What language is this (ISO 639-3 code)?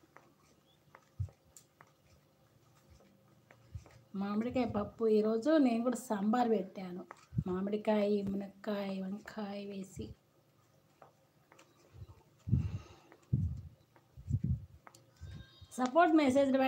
tel